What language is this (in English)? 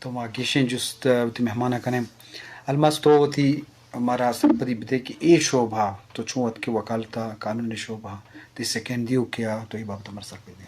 Eastern Balochi